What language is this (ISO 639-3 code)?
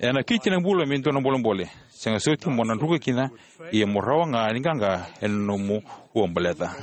fij